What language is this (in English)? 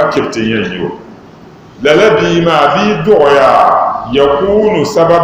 Dagbani